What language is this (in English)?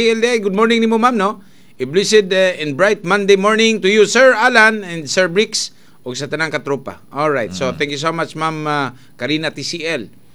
Cebuano